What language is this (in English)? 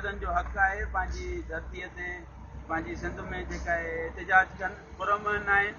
Sindhi